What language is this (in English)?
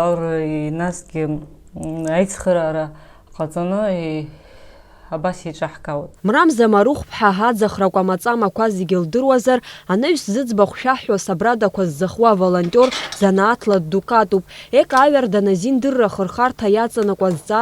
Abkhazian